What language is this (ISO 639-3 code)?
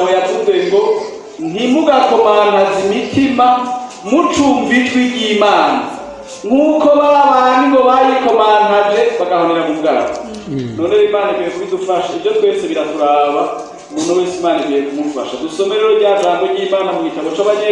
run